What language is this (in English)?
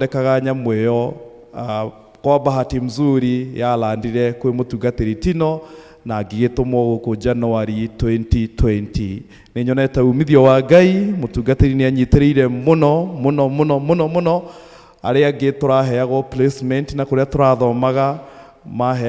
Kikuyu